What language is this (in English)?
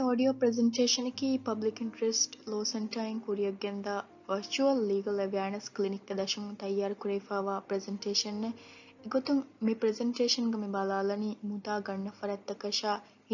Divehi